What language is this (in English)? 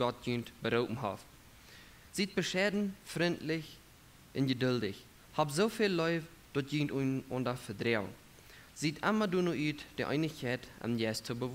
Plautdietsch